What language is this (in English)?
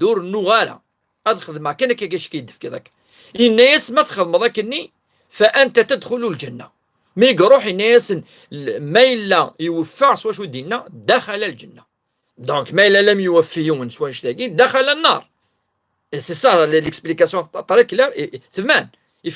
Kabyle